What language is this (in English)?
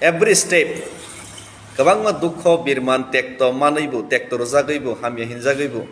Kok Borok